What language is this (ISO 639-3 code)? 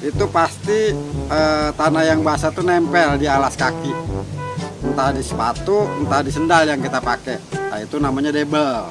bew